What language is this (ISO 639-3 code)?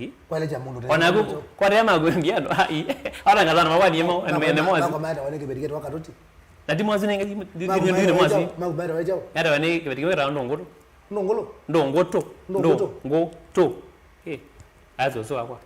kam